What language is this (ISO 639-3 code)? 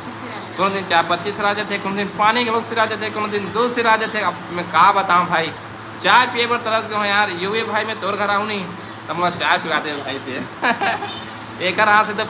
hne